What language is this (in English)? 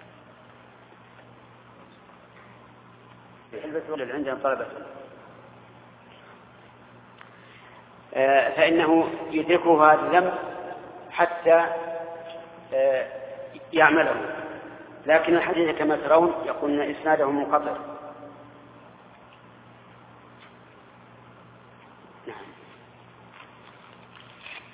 Arabic